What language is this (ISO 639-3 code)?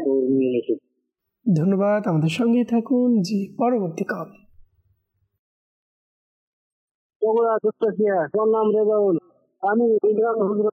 ben